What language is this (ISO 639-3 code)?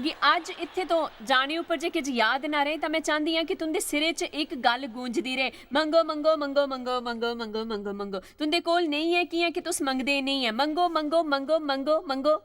doi